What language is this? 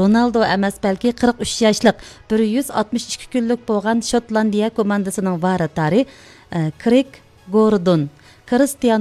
Uyghur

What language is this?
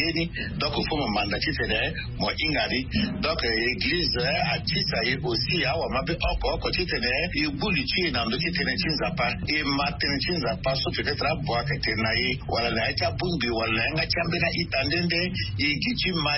Sango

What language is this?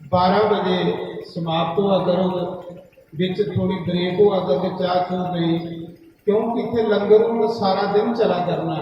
Dogri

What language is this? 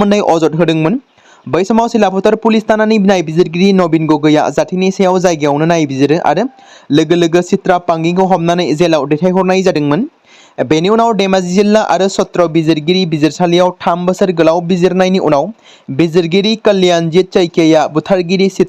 Bodo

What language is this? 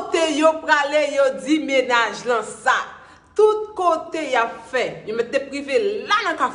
Haitian Creole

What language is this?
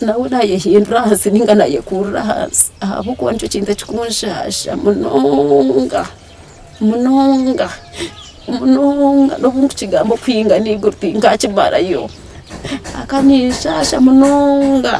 Nyankole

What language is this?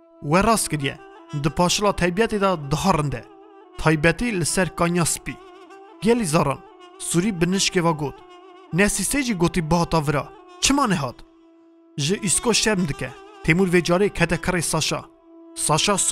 Kurdish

